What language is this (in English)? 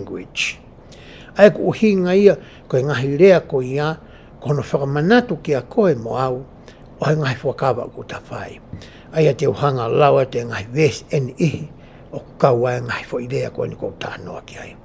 Tongan